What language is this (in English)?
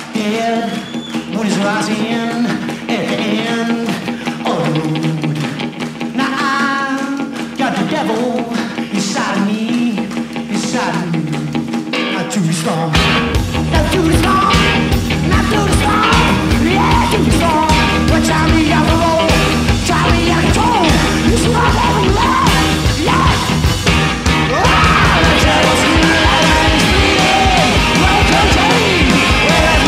English